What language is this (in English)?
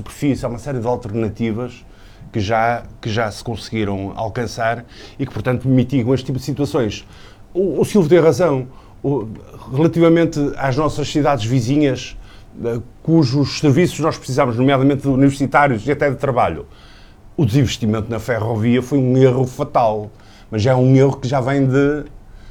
Portuguese